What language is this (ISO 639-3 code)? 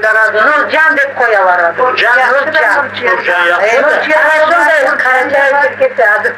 crh